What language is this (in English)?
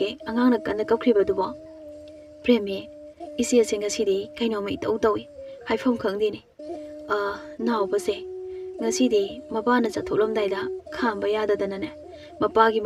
Manipuri